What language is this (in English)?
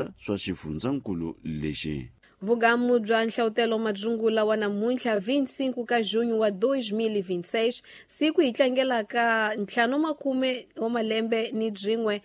Tsonga